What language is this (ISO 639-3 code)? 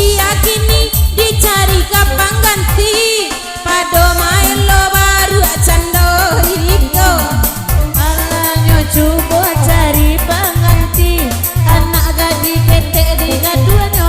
min